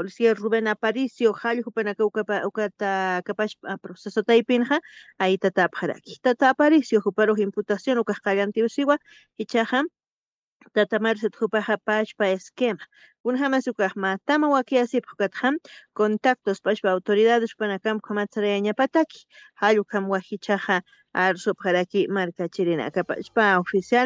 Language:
Aymara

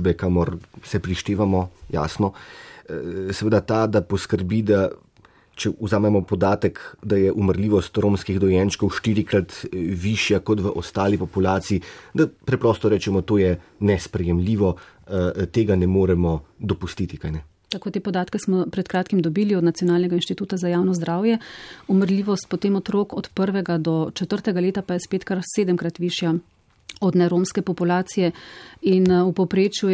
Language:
Slovenian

